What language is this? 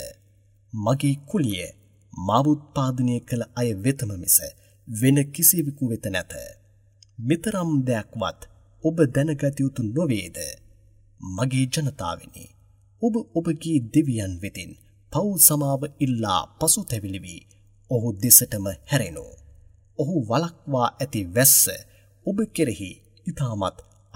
Sinhala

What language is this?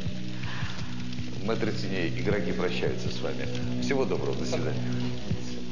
Russian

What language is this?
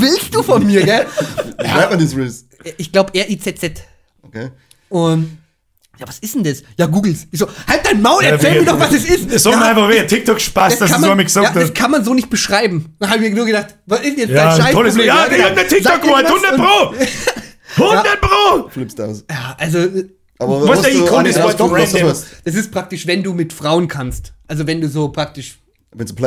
Bavarian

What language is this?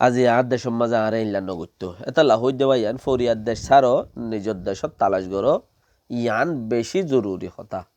Rohingya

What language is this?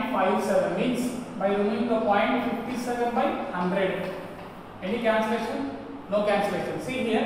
Telugu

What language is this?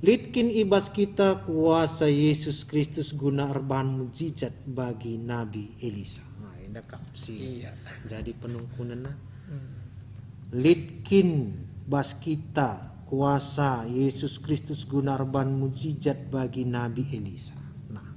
Batak Karo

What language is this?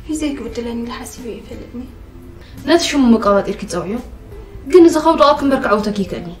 Tigrinya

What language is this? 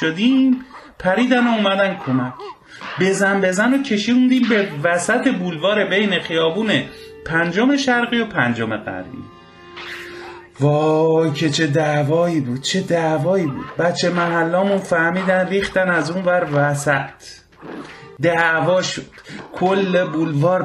Persian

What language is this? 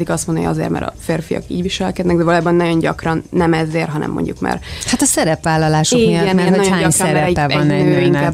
Hungarian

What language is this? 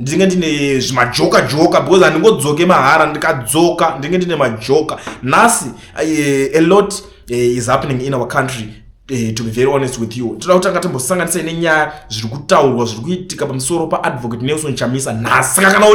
Shona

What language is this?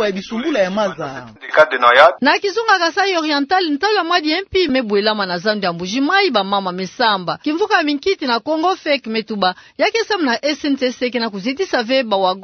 Kituba (Democratic Republic of Congo)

